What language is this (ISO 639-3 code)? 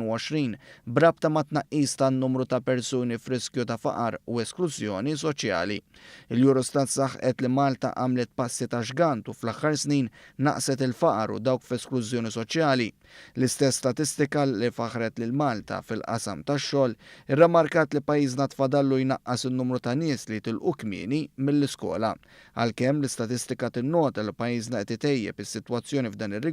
mlt